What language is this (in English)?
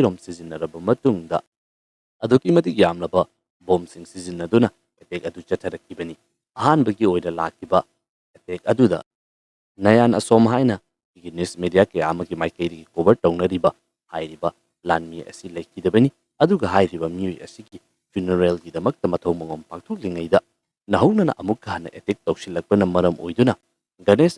Manipuri